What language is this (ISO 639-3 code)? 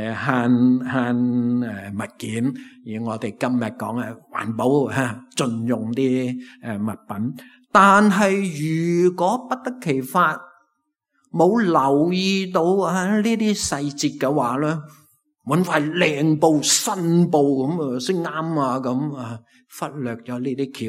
yue